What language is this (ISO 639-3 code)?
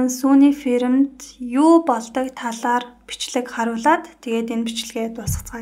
mon